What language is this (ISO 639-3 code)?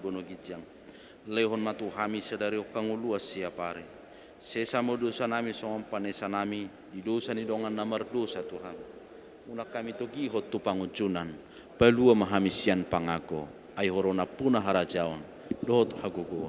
bbc